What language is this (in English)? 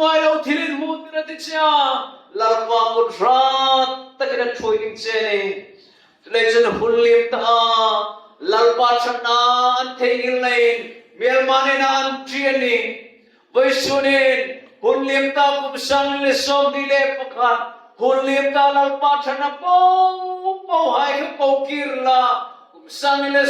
Hmar